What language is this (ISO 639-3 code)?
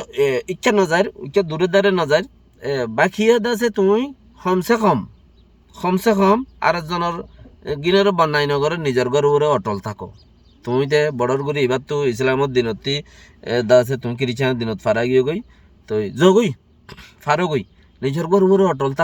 rhg